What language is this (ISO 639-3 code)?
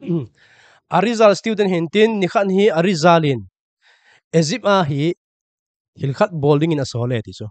tcz